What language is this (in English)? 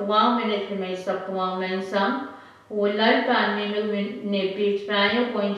Pohnpeian